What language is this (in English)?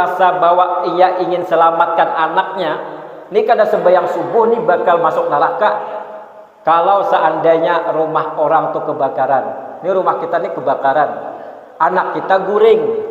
Banjar